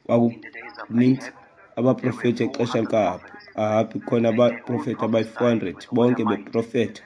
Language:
Xhosa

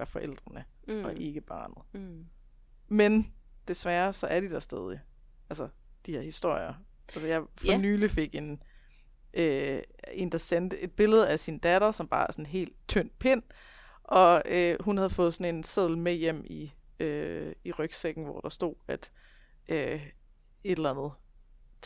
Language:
Danish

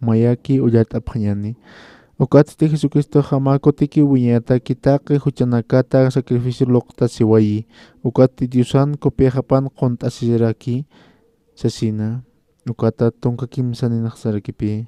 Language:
Aymara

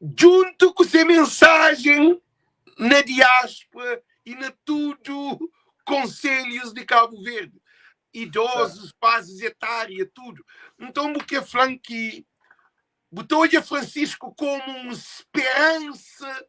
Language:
Kabuverdianu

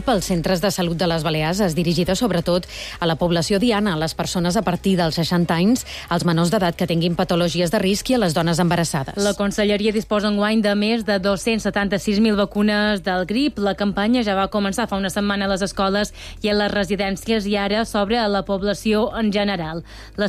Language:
Catalan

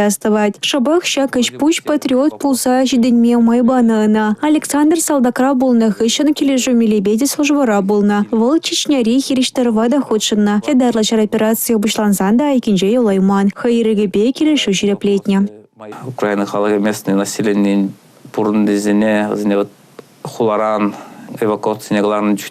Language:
Chuvash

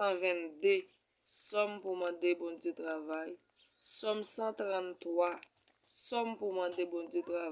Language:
Haitian Creole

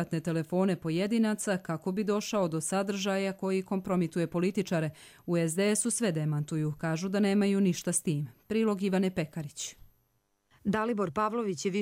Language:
Bosnian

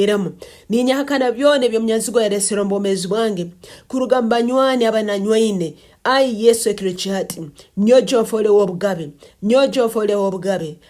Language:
Nyankole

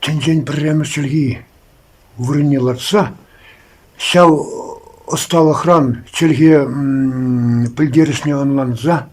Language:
Chuvash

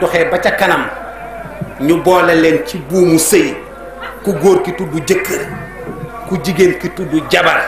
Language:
Wolof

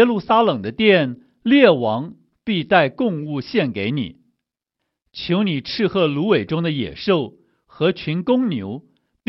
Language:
Chinese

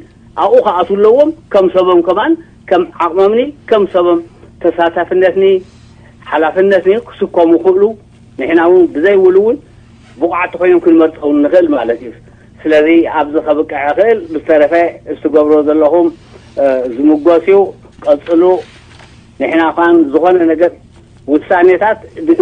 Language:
Tigrinya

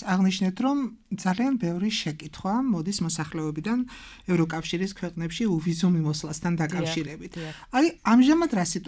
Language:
Georgian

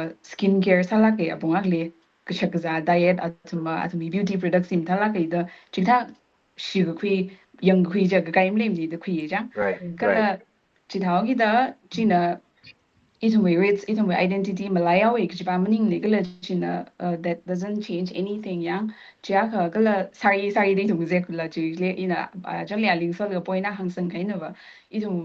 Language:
Tangkhul Naga (India)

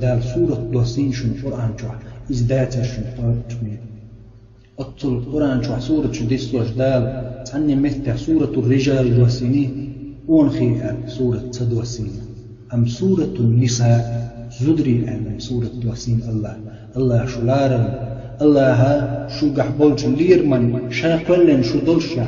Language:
Chechen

